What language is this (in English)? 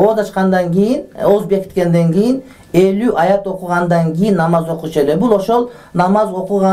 Kyrgyz